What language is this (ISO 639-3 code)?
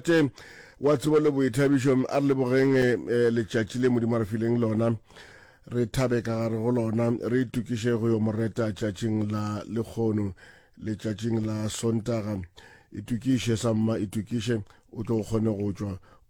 nso